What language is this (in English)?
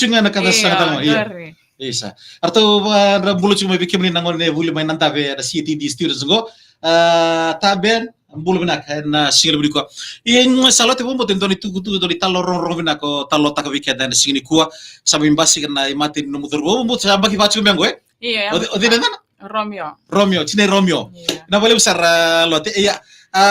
Fijian